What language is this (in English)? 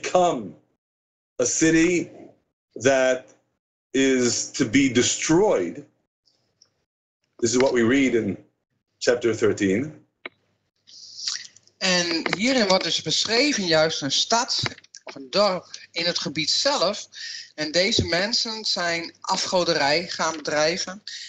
Dutch